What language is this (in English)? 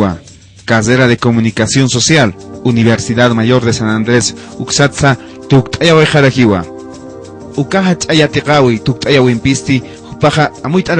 Aymara